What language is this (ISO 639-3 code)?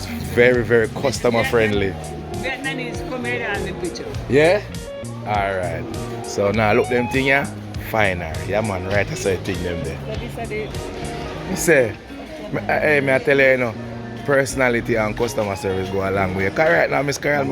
jam